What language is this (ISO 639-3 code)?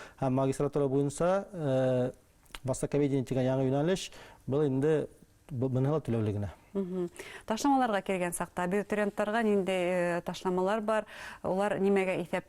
bak